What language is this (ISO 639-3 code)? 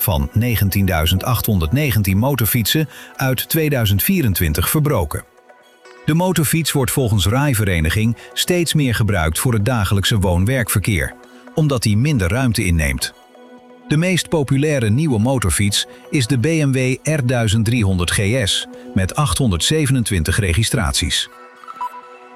nld